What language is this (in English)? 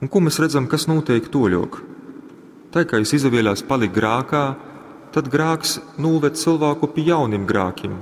Latgalian